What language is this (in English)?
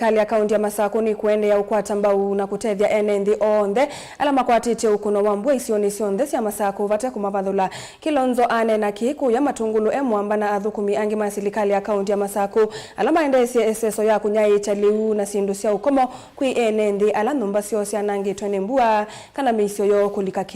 Kamba